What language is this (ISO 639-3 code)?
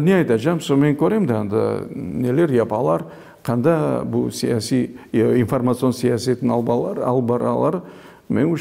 crh